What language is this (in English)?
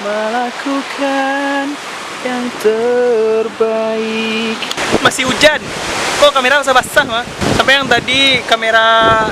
Minangkabau